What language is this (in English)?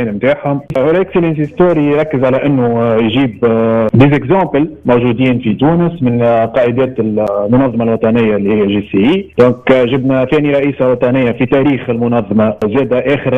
Tunisian Arabic